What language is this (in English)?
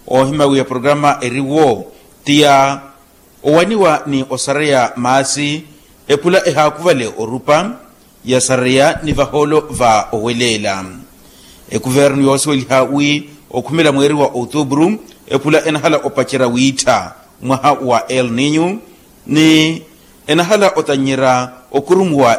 Makhuwa